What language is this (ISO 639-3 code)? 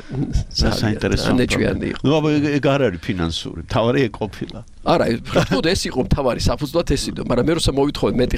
kat